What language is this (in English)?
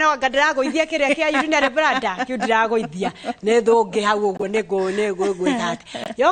Kikuyu